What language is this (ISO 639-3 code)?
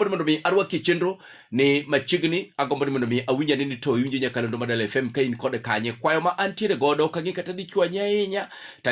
luo